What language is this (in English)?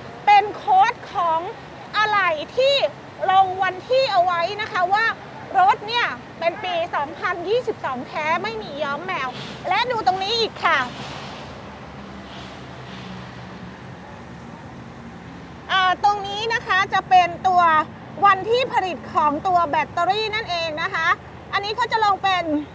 Thai